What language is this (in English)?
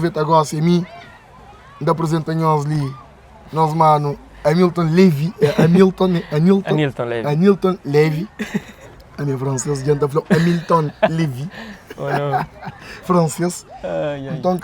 Kabuverdianu